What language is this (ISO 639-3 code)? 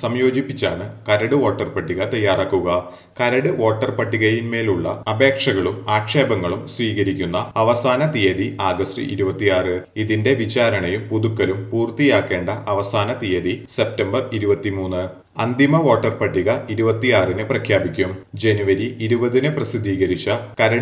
mal